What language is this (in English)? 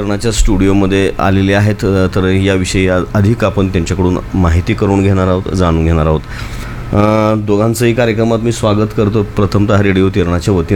Marathi